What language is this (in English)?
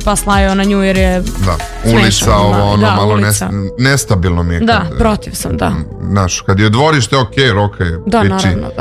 Serbian